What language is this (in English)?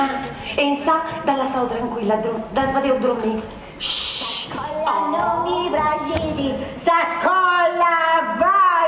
Sardinian